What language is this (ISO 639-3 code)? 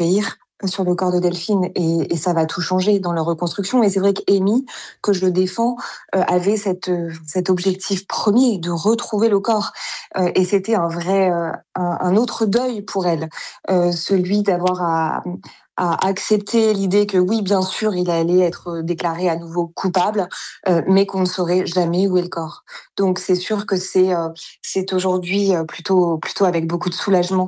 fra